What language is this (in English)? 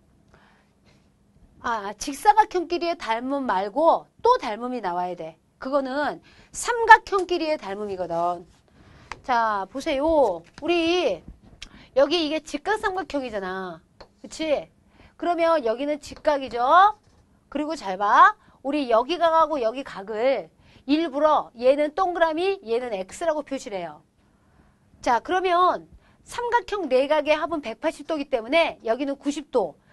Korean